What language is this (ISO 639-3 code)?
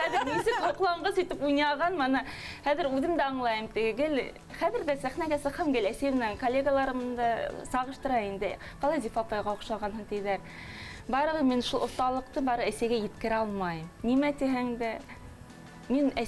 bak